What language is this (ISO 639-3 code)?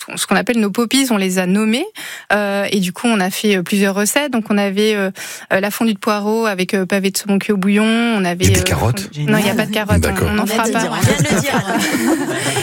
fra